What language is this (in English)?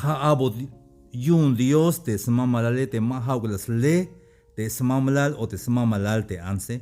Tzeltal